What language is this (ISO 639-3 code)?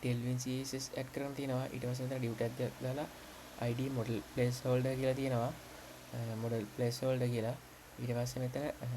sin